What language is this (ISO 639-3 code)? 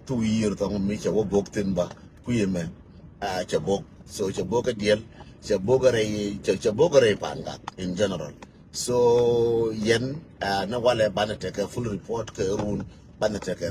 nus